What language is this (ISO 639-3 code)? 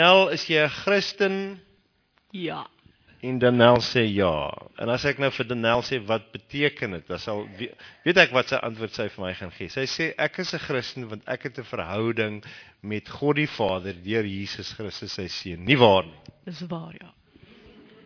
afr